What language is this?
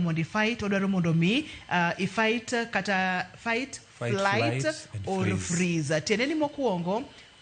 Luo (Kenya and Tanzania)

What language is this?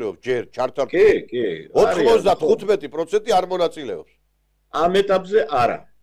Georgian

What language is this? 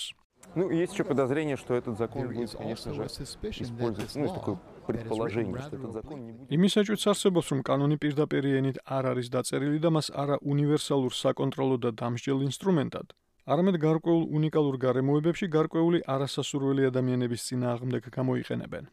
Georgian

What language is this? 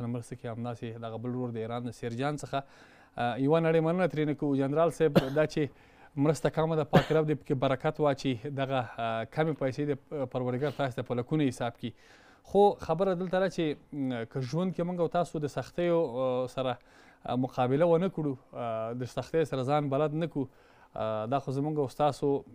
Pashto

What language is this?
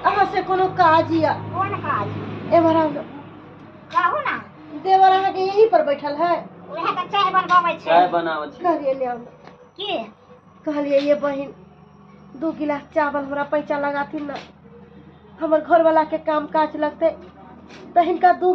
Maithili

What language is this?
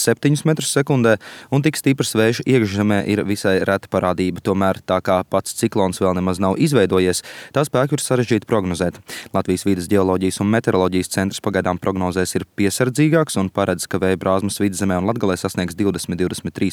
Latvian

